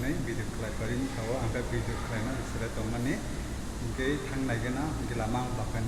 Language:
Kok Borok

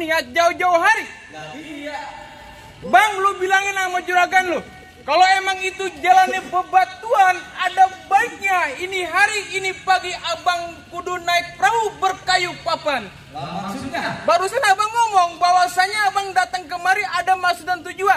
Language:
Betawi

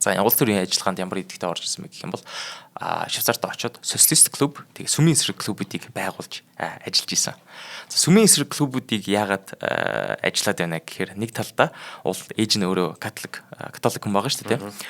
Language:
Mongolian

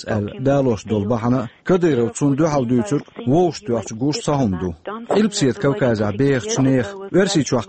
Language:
Chechen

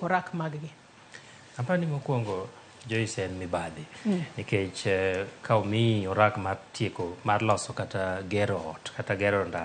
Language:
Luo (Kenya and Tanzania)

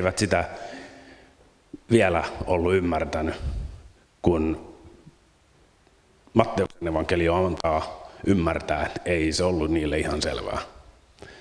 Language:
Finnish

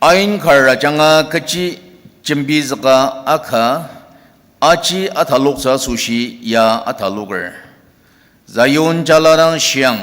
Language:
Ao Naga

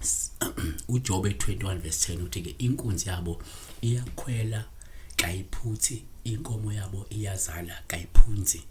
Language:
Zulu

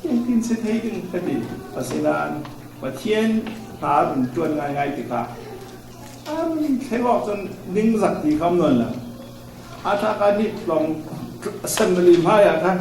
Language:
Falam Chin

